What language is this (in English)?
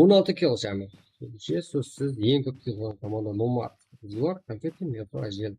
Kara-Kalpak